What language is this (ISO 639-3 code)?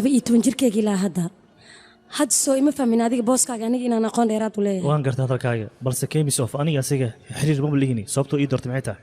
som